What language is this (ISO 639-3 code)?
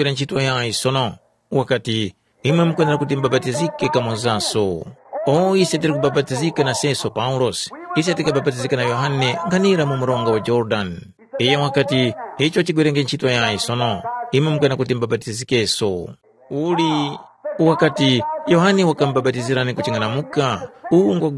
tum